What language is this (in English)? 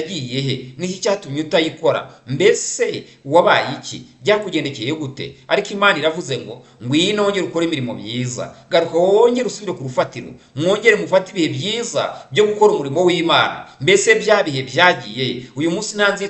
Kinyarwanda